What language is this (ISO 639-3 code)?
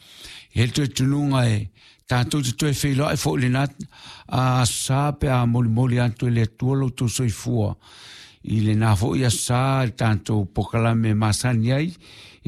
smo